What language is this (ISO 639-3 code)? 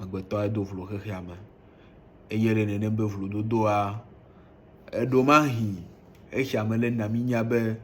ewe